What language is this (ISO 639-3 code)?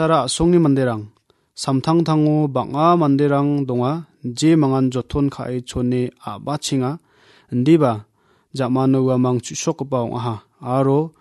grt